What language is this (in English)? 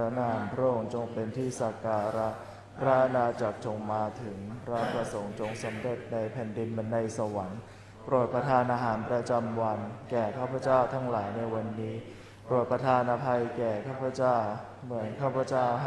Thai